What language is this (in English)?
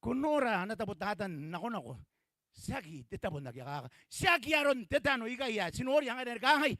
Gilbertese